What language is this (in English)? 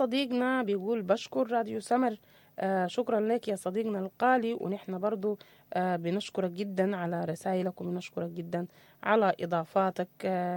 Sudanese Arabic